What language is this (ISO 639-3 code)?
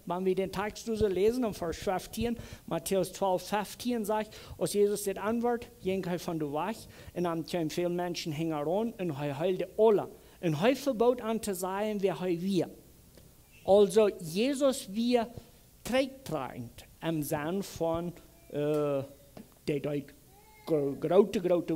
pdt